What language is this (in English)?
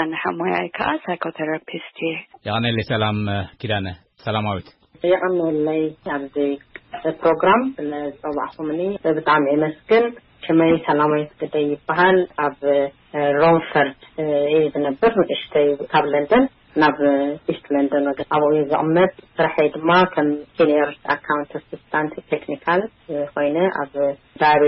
Tigrinya